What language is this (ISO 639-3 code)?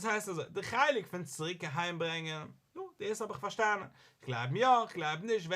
yid